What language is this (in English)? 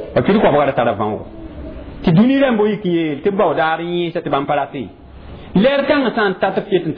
Mossi